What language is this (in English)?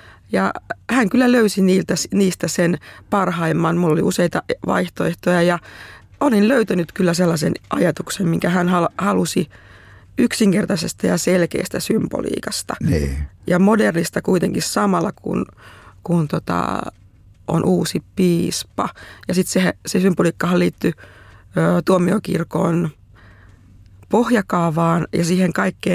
Finnish